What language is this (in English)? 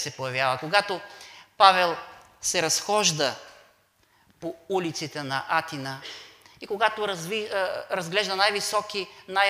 Bulgarian